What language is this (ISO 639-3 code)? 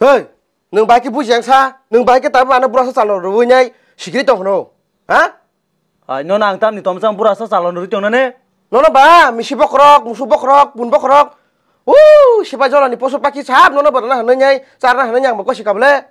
trp